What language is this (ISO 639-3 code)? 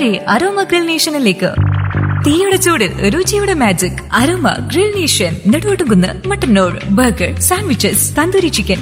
mal